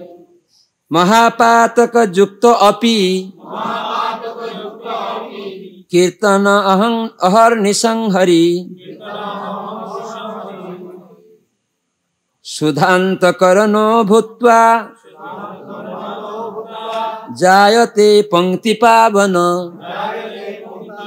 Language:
Bangla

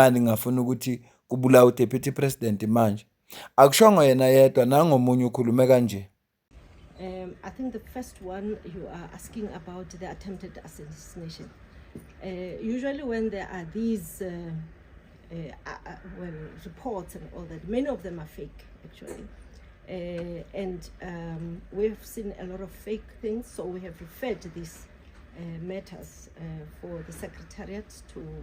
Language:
Zulu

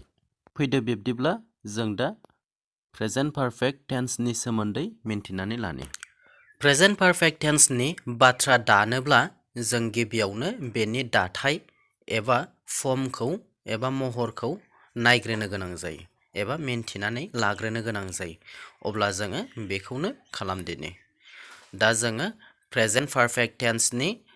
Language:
Bodo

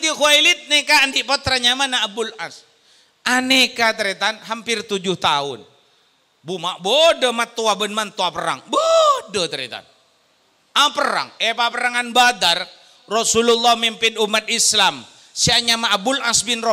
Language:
Madurese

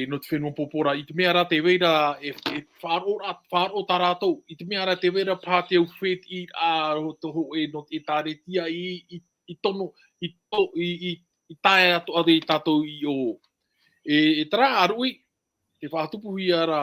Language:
Tahitian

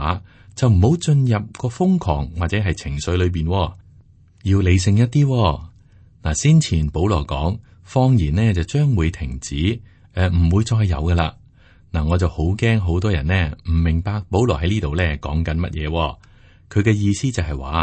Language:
Cantonese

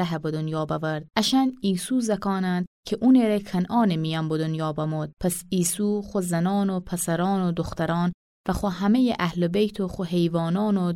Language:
Gilaki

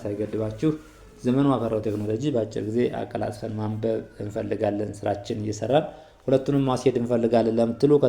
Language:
Amharic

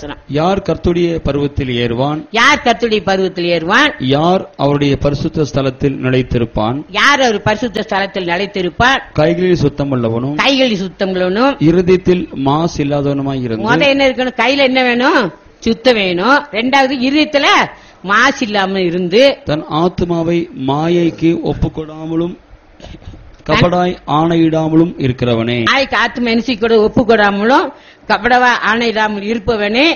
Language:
Tamil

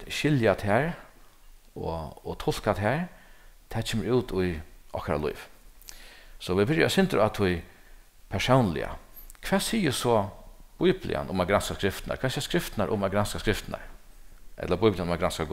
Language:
Faroese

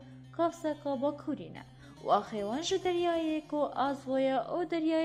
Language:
Kurdish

